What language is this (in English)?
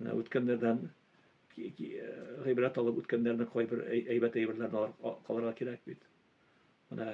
Tatar